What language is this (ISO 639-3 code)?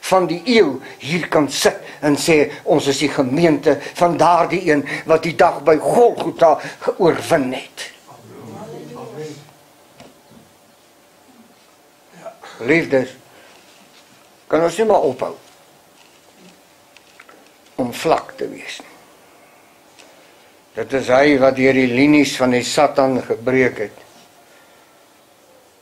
afr